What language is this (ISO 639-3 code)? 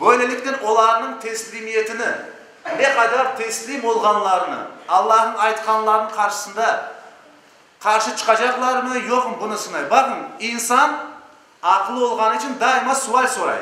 crh